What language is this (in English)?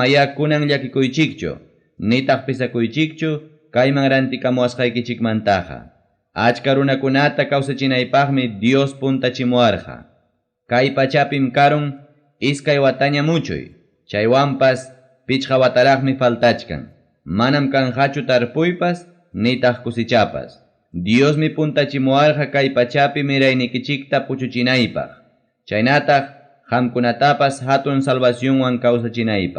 Ayacucho Quechua